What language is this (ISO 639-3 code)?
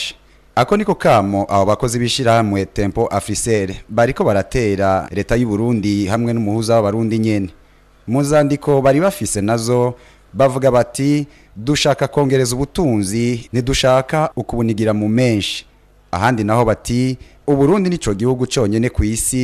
run